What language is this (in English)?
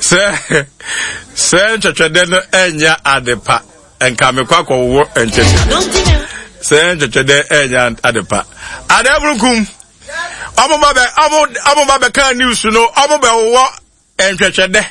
Akan